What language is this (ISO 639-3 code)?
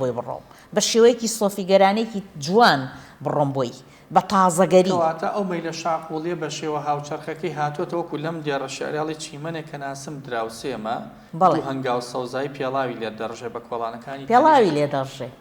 ckb